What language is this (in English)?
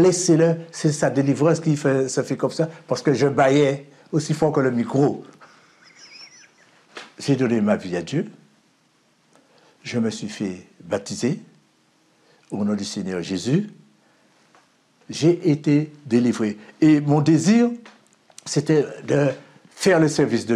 French